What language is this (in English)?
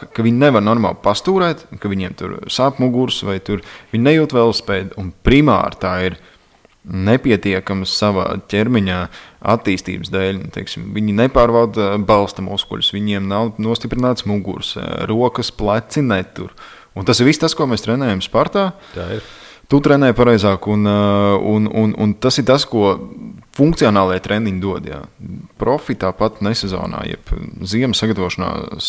Latvian